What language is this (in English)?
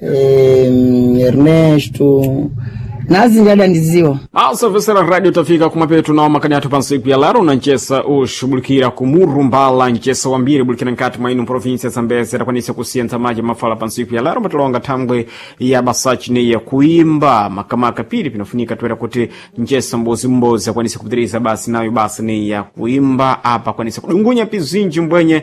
Sena